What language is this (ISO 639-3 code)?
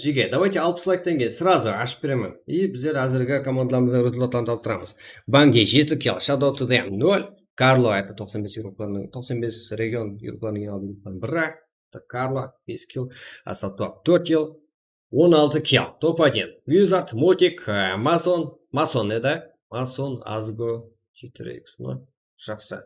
kaa